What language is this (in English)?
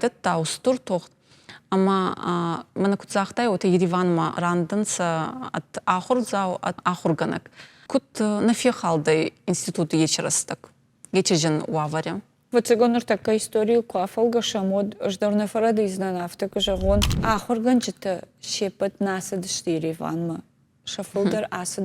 Ossetic